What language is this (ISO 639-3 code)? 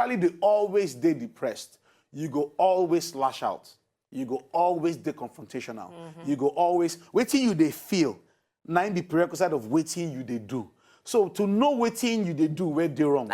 pcm